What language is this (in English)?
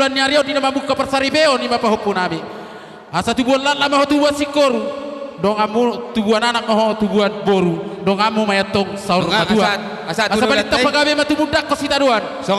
Batak Toba